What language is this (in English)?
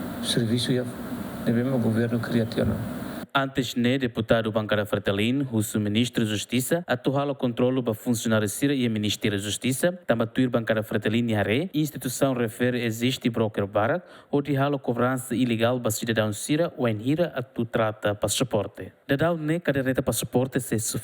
Tetum